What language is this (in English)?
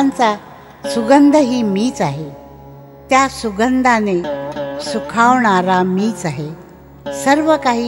Marathi